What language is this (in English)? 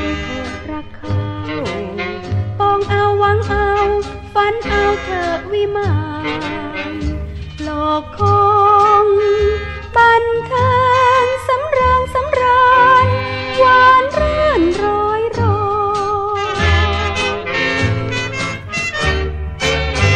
Thai